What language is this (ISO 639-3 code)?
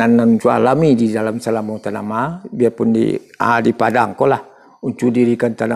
min